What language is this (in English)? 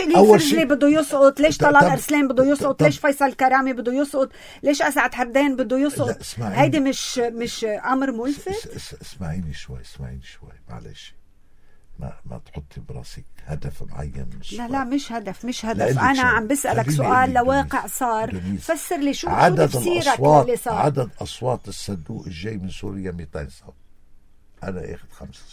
North Levantine Arabic